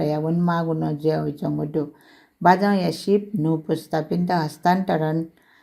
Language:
Newari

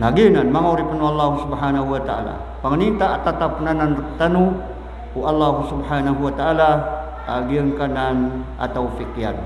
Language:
Maranao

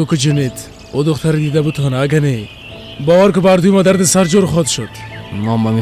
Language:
Persian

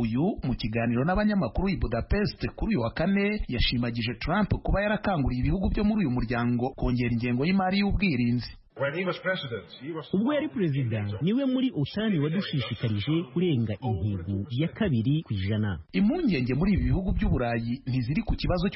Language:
Kinyarwanda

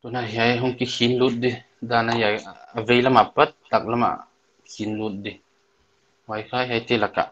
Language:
Paite Chin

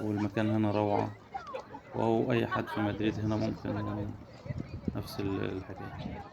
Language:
Egyptian Arabic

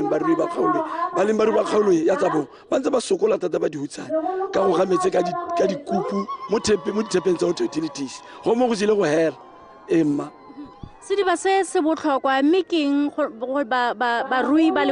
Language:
Tswana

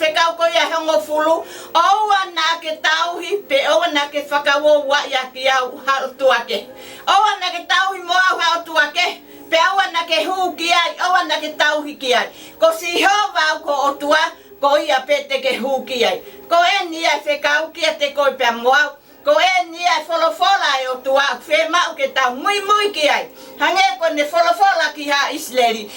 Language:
Tongan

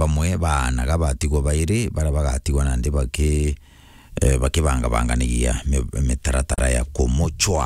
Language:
Meru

